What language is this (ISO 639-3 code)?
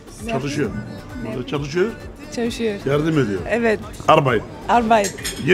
tur